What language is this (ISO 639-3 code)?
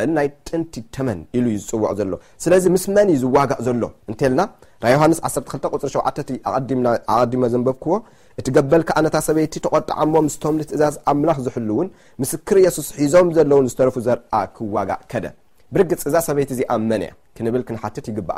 tir